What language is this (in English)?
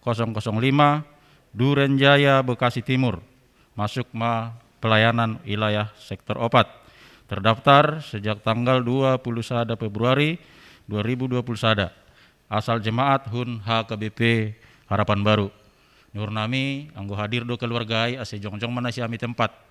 Batak Simalungun